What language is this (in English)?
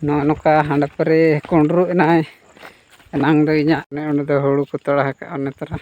Santali